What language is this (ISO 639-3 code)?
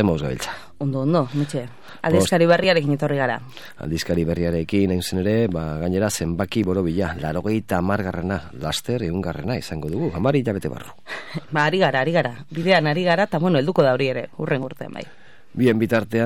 eus